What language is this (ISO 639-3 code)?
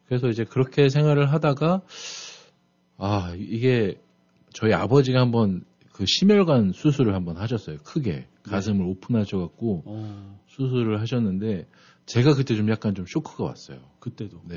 kor